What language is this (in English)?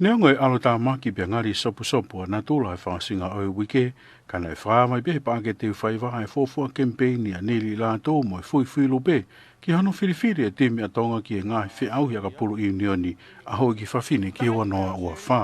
Tongan